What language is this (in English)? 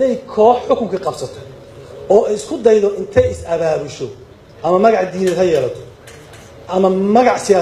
Somali